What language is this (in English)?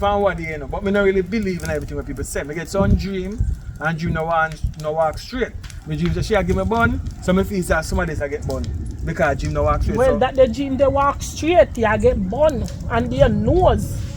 Jamaican Creole English